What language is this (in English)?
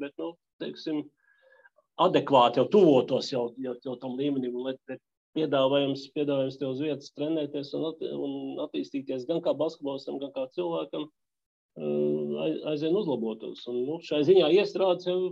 Latvian